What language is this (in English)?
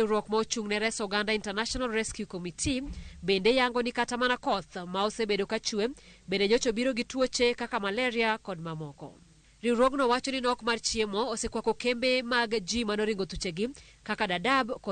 Luo (Kenya and Tanzania)